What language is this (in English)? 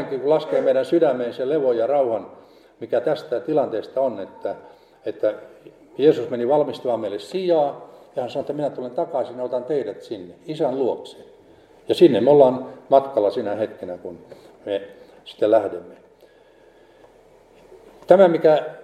Finnish